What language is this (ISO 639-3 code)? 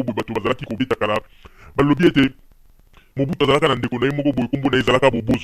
lin